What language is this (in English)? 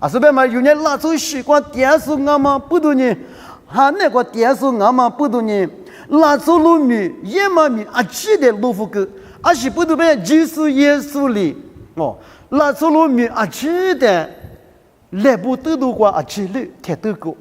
Lisu